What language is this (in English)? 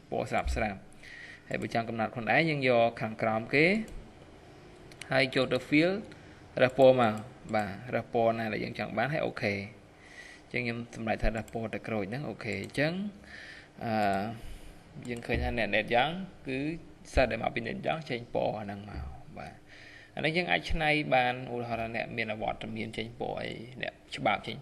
Khmer